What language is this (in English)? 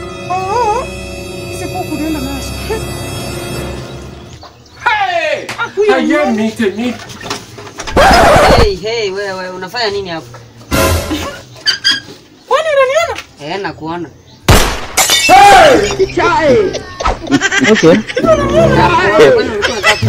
Swahili